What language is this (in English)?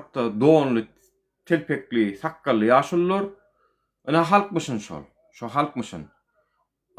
Turkmen